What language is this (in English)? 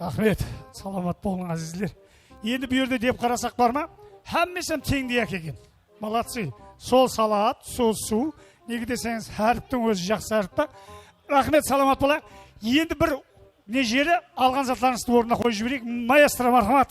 Kara-Kalpak